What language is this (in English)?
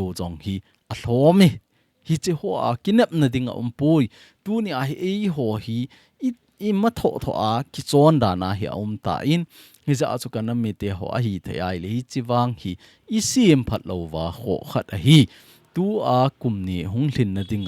Thado Chin